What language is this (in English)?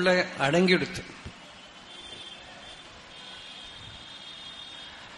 Tamil